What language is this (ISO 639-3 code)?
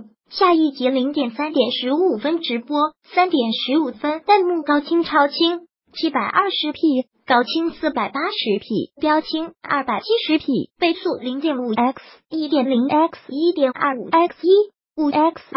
zho